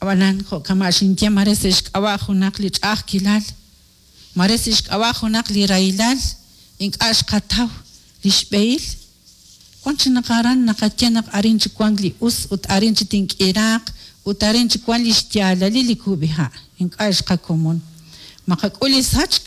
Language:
Kekchí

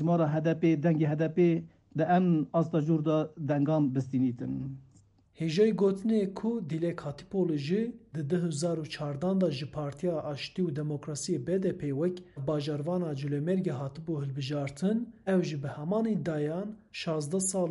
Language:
Kurdish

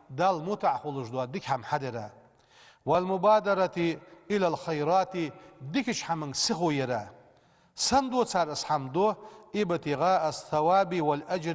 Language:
Ingush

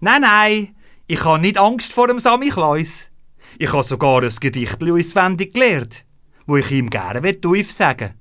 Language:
Swiss German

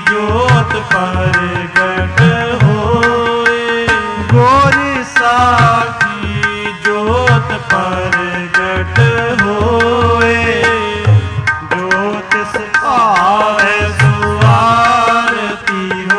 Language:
Punjabi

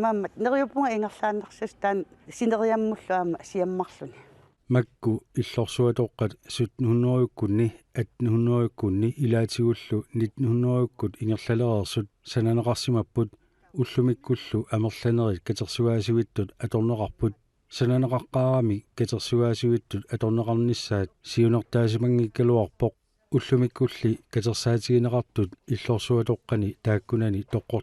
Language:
Kalaallisut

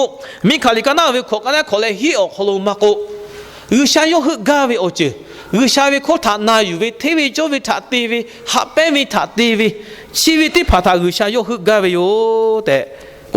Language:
Lahu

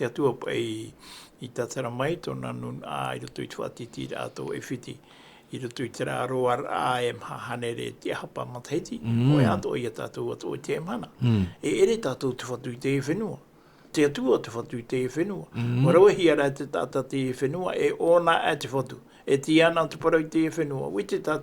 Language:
Tahitian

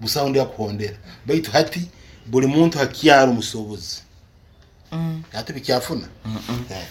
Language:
Nyoro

